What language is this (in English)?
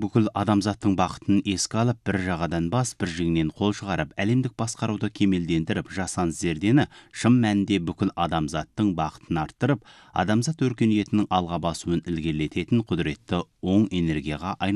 Kazakh